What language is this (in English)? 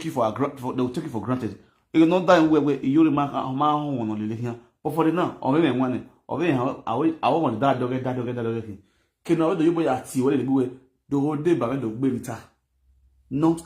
Nigerian Pidgin